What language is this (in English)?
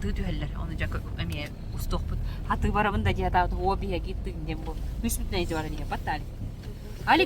Yakut